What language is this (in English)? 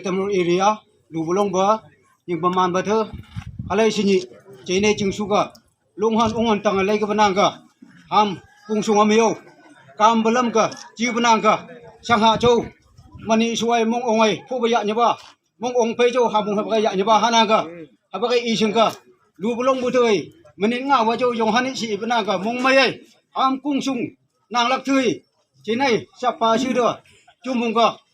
Phom Naga